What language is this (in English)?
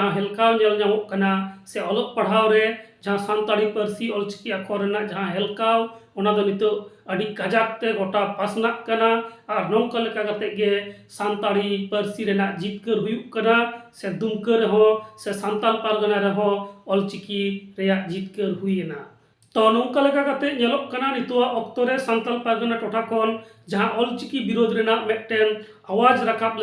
Santali